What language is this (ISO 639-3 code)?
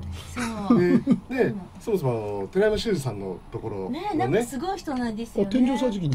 jpn